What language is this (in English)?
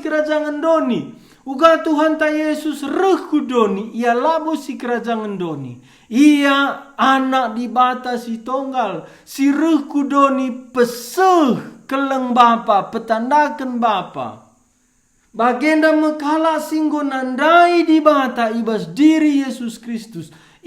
Batak Karo